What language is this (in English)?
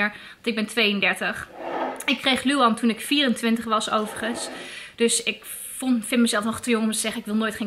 Dutch